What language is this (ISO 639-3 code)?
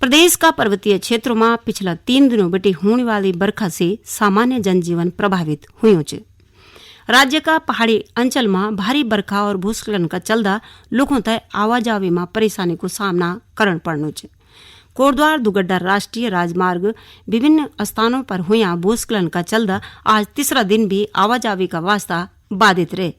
gbm